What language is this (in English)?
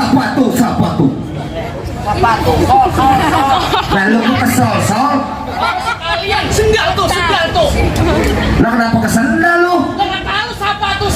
Betawi